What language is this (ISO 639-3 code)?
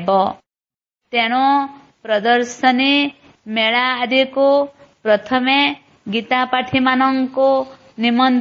ori